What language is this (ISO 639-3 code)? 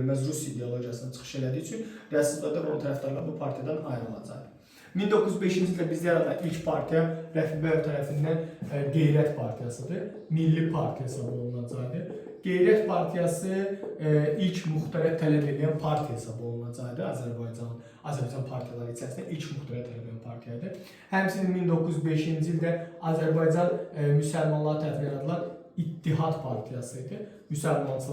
aze